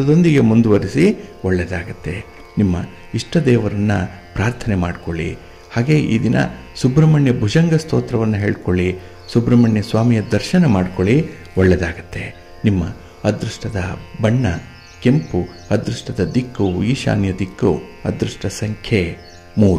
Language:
Kannada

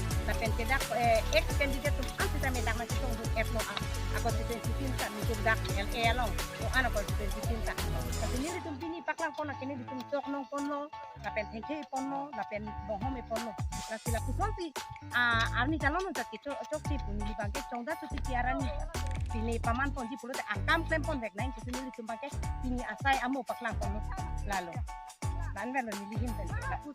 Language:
Karbi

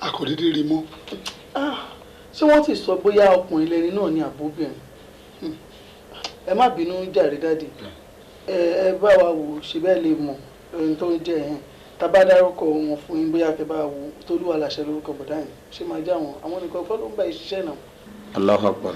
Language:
Yoruba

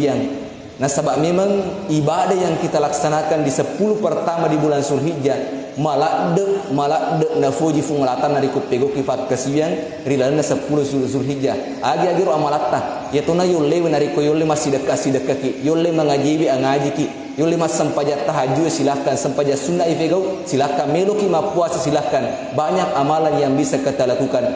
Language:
Buginese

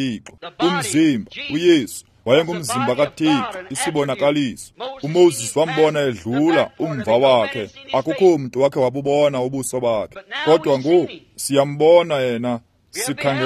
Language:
Xhosa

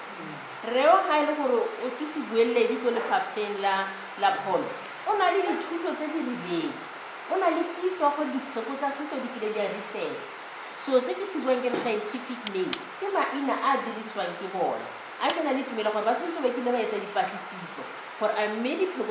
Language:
Tswana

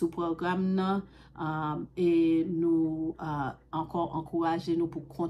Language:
Haitian Creole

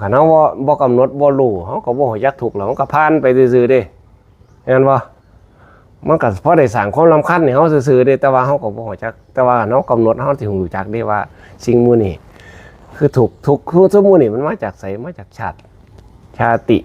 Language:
Northeastern Thai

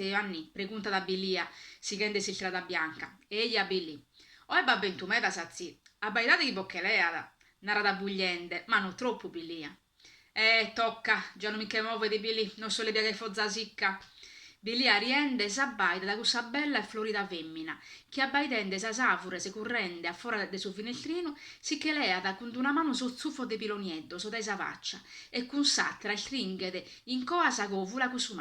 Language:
Sardinian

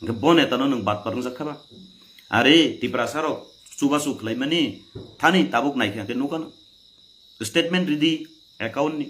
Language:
Kok Borok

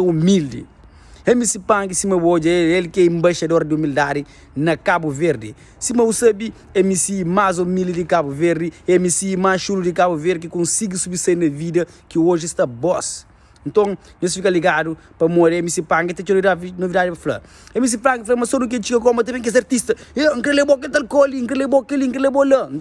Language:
Kabuverdianu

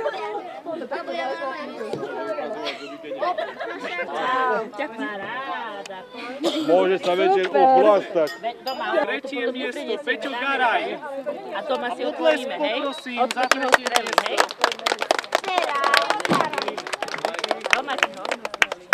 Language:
Slovak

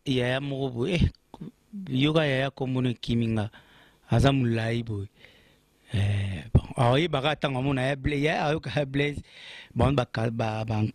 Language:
Lingala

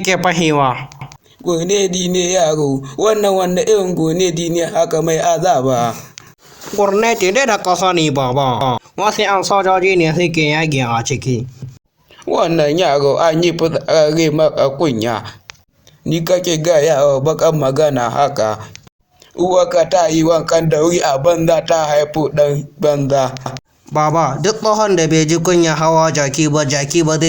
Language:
Hausa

